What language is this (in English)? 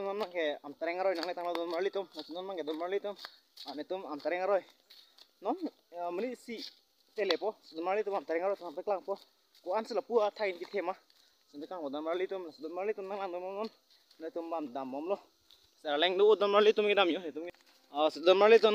Karbi